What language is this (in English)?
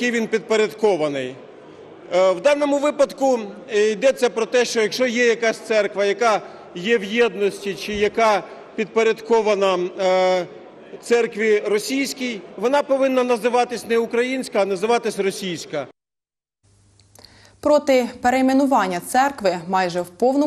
Ukrainian